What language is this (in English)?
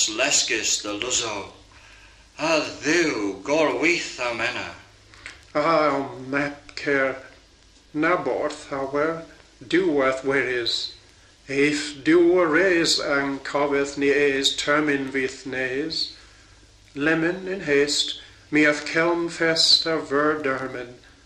Cornish